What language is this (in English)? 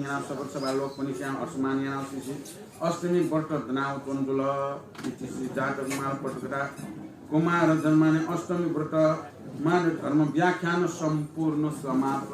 Newari